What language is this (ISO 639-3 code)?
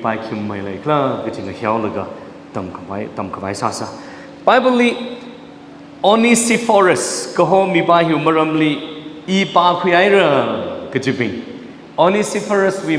nmf